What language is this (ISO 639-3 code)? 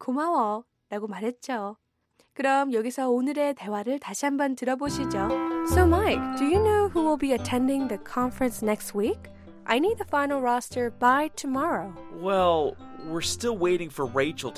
kor